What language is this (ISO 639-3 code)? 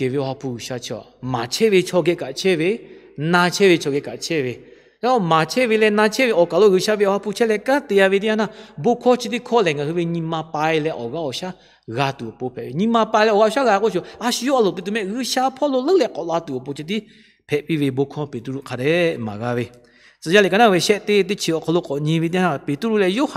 lhu